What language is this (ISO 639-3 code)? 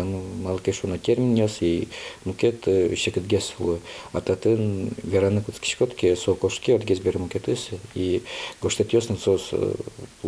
udm